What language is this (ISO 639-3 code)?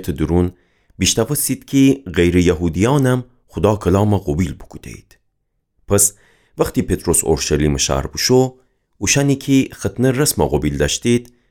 glk